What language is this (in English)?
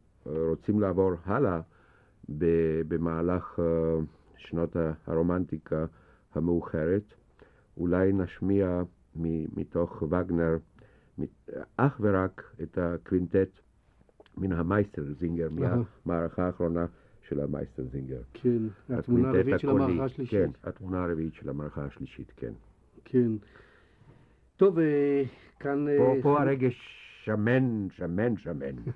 Hebrew